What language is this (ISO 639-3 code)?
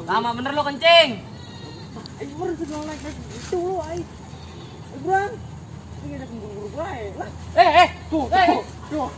bew